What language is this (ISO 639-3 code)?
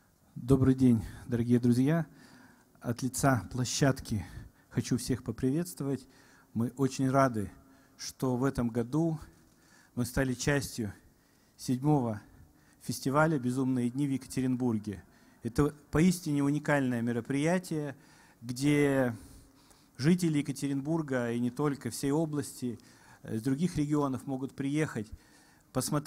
rus